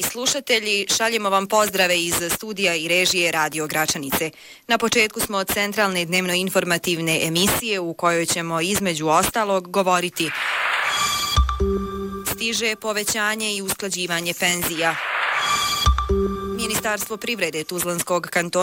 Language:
Bosnian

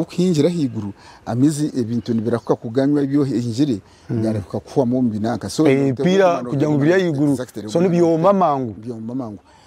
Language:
Nyankole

